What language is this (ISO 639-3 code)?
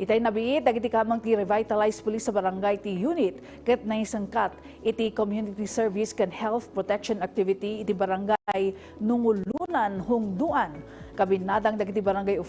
ilo